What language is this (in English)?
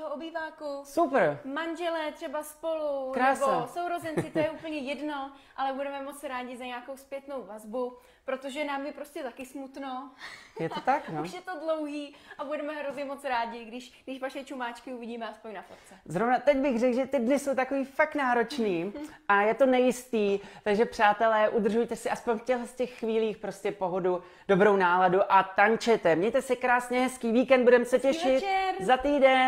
Czech